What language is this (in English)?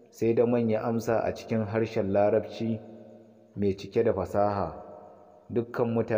Hausa